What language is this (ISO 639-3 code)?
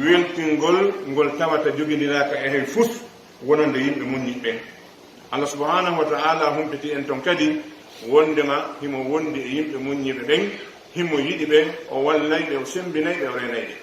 fuf